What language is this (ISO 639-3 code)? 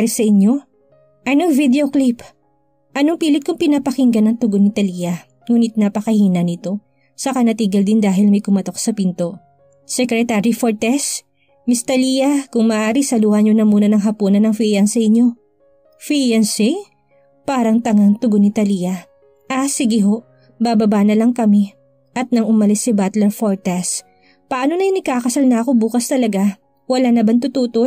fil